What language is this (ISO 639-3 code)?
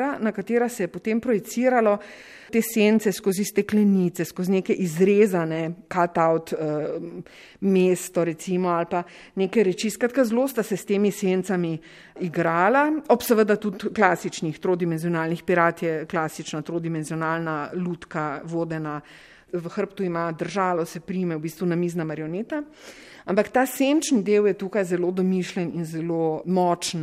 slv